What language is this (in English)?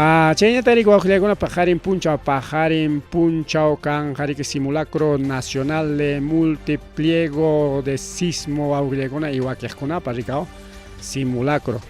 Ayacucho Quechua